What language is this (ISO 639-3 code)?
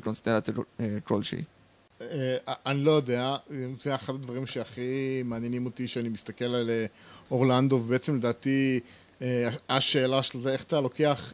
heb